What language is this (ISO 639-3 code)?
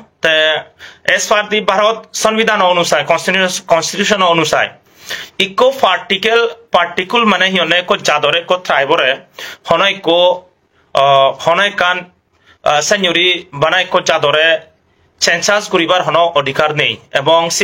ccp